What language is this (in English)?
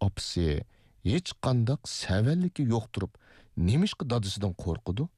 Uyghur